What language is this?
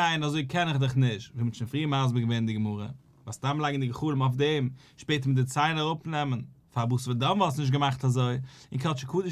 Yiddish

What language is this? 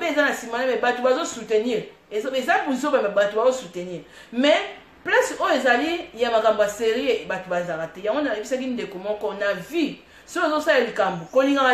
Lingala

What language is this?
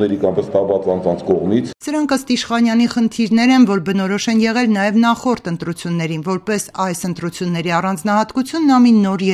Armenian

